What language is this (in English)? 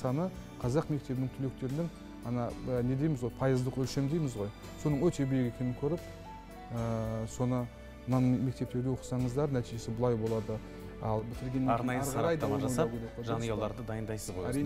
Kazakh